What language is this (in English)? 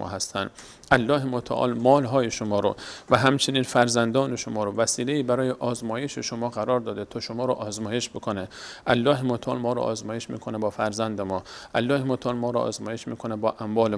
Persian